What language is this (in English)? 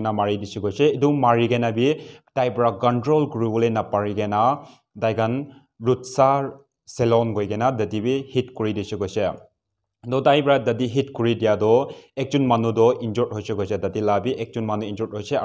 Naga Pidgin